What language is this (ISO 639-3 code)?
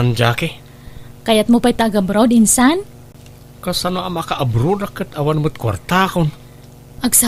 ilo